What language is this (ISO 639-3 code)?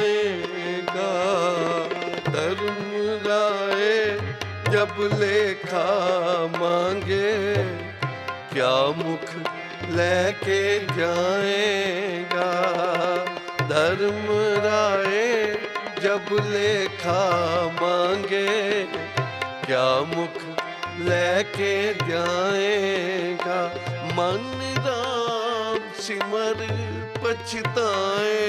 pan